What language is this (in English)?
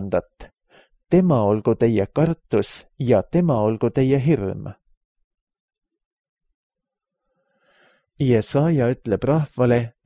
Estonian